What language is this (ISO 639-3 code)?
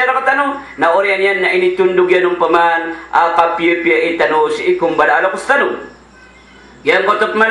mrw